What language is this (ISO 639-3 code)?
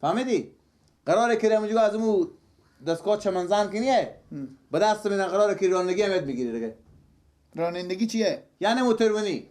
fas